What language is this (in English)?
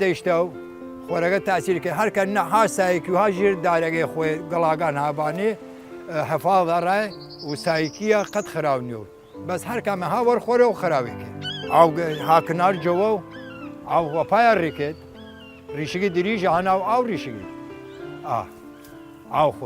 Southern Kurdish